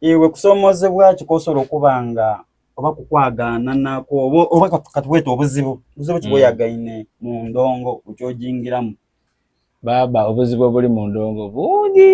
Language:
Soga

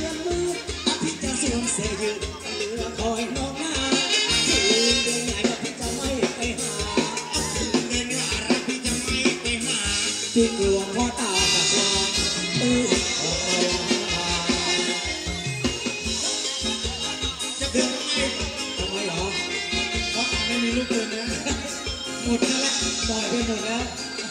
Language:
Thai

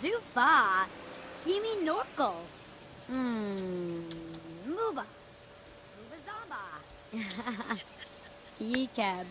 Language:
Bavarian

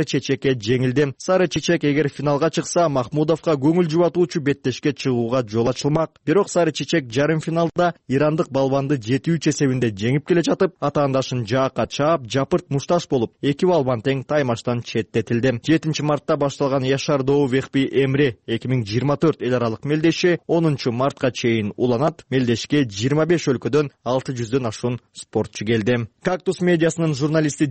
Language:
Kyrgyz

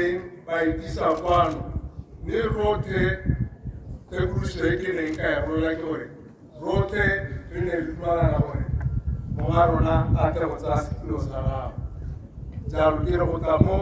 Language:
Tswana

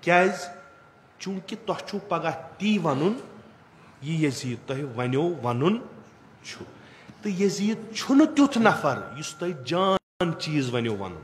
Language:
Kashmiri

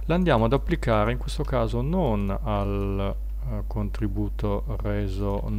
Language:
Italian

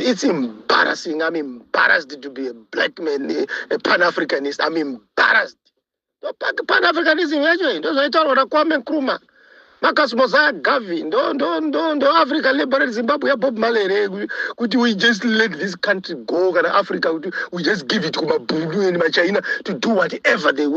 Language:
Shona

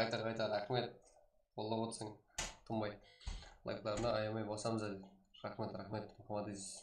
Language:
Kara-Kalpak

